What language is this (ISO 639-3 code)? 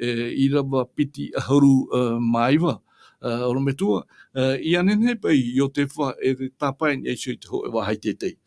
tah